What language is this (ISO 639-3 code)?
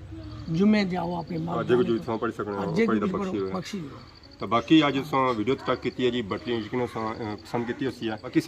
phr